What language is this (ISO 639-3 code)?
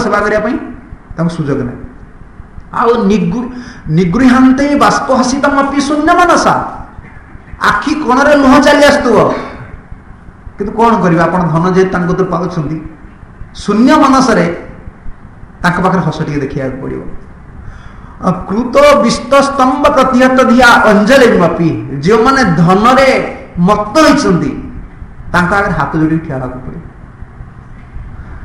ori